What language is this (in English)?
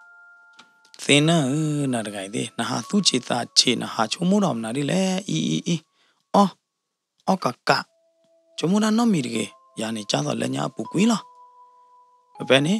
S'gaw Karen